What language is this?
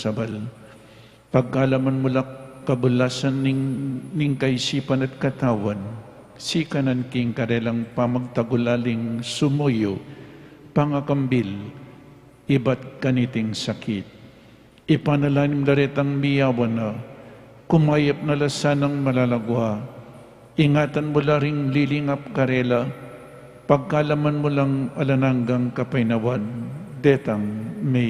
Pampanga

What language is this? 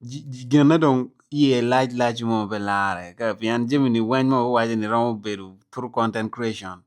Acoli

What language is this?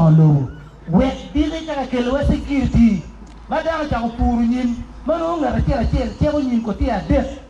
Acoli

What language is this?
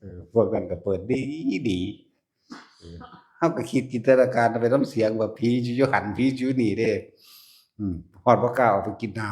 Northeastern Thai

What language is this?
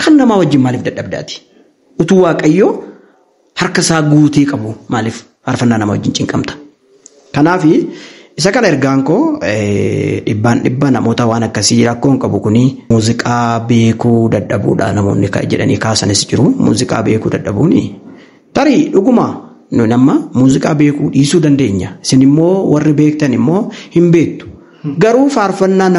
Oromo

